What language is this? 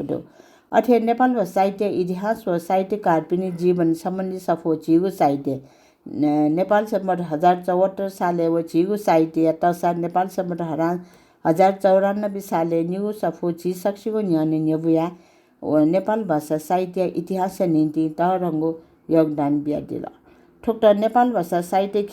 Newari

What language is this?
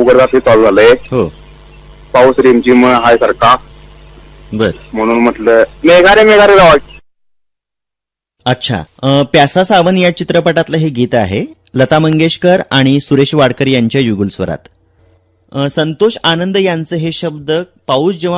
Marathi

